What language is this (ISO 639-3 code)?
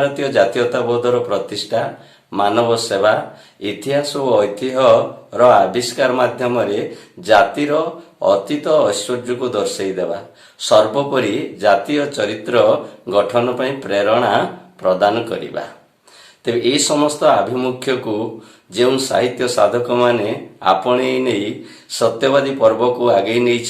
ori